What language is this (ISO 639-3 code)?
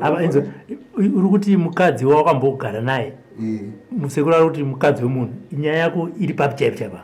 sna